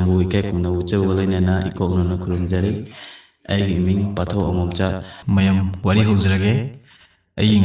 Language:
Manipuri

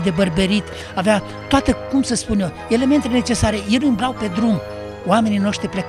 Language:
Romanian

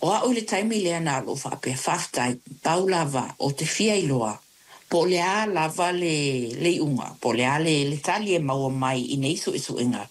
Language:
Samoan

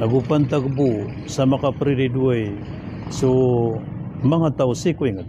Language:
Maranao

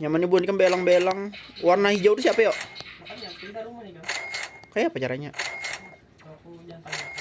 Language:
Banjar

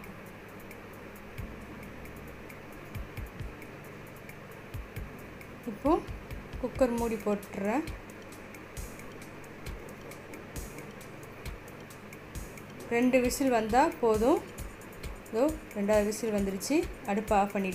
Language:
Tamil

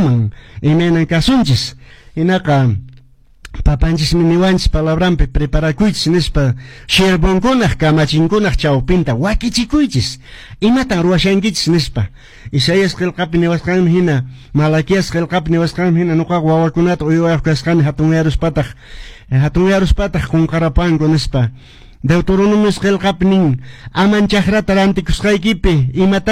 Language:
Quechua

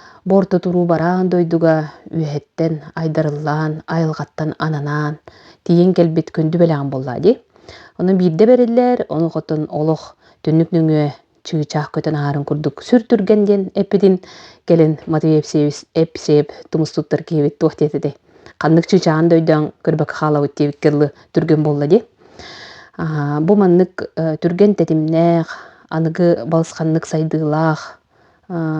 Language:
Yakut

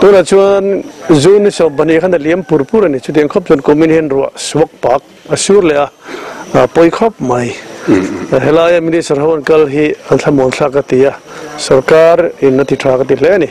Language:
Mizo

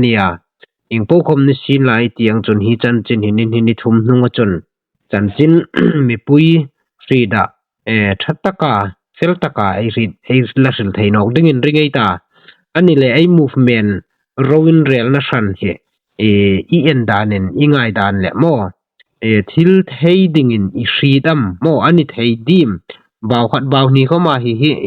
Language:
Hmar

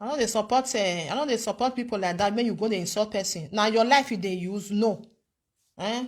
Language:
Nigerian Pidgin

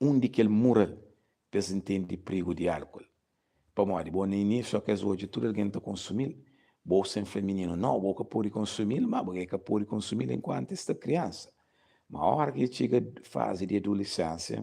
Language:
Kabuverdianu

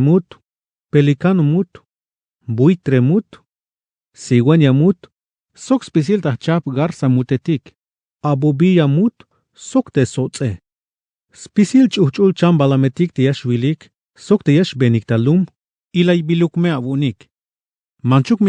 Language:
Tzeltal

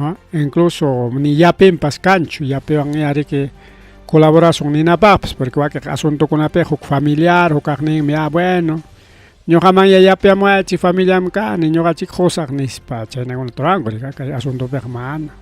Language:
Ayacucho Quechua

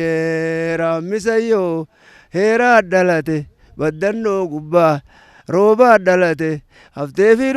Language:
Oromo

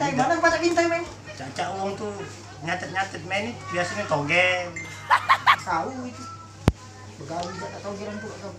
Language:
Musi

